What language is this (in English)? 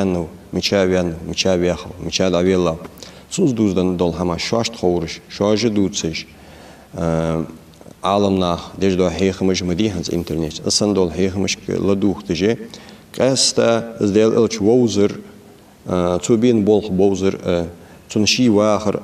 Ingush